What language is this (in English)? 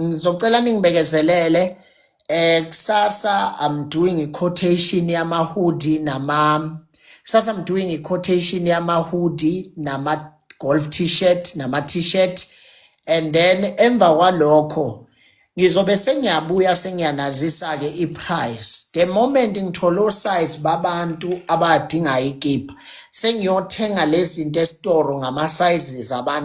Zulu